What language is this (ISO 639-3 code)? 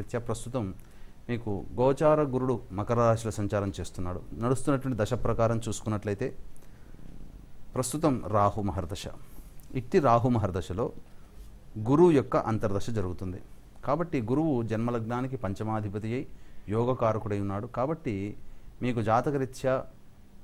tel